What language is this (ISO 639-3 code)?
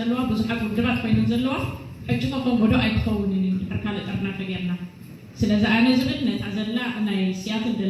tir